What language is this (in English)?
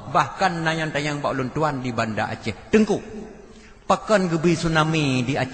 Achinese